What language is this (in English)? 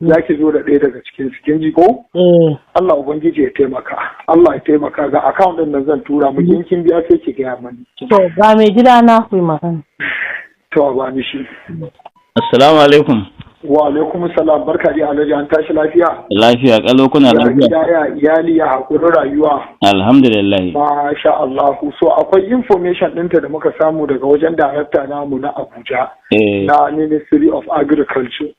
Hausa